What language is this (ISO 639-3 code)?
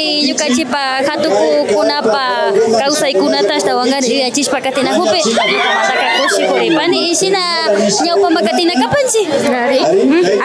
qvi